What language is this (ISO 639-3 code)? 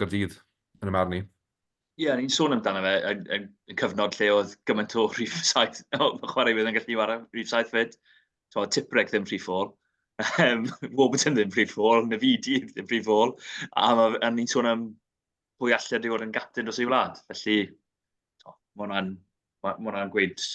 cym